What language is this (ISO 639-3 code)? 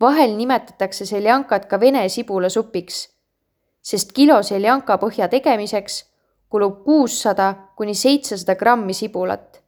est